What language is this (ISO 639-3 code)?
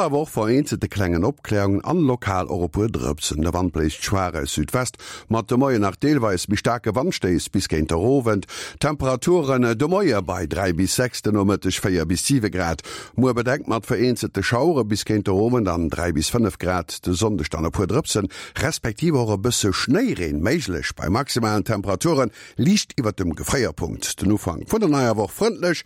ltz